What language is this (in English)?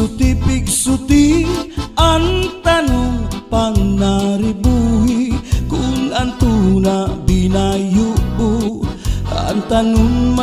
Waray